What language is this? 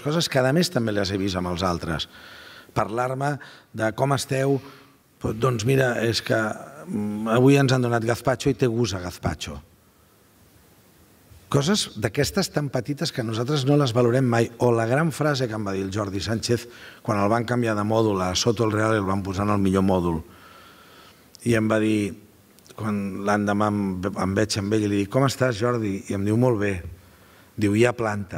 Catalan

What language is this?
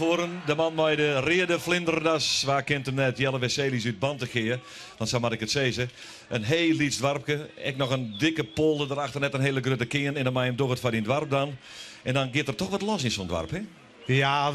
Western Frisian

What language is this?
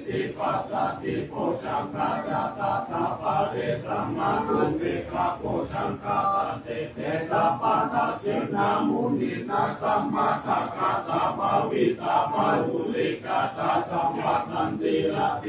Pali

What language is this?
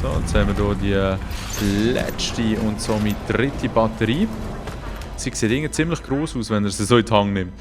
Swiss German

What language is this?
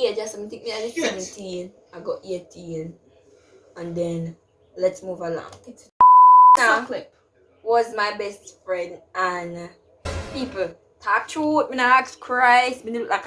Jamaican Creole English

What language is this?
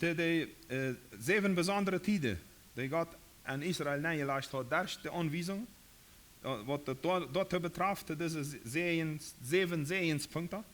Plautdietsch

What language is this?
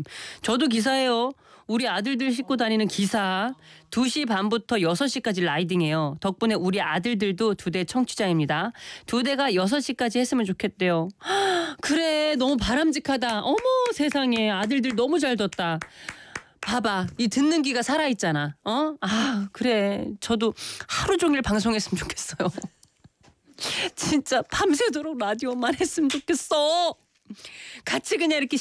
Korean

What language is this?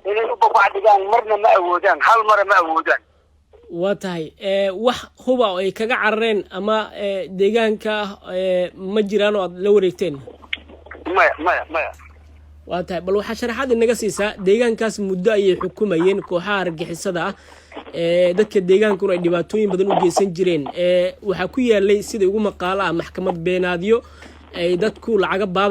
Somali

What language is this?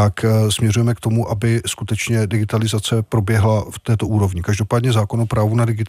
Czech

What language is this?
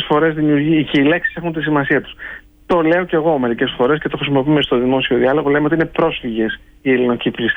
Greek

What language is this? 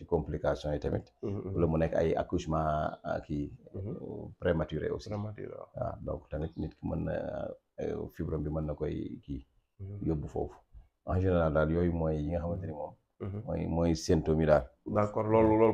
Wolof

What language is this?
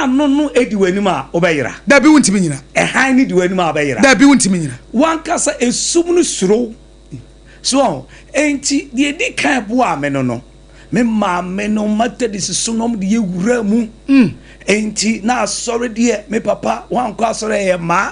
Akan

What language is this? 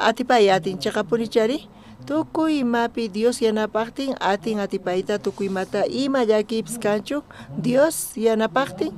South Bolivian Quechua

